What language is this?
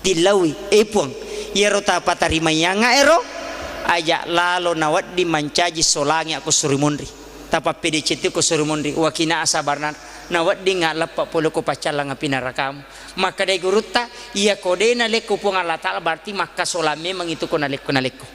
Buginese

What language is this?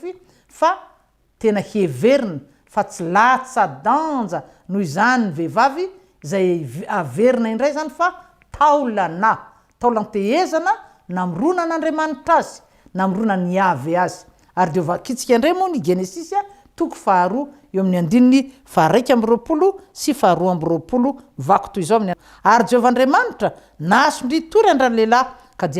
Malagasy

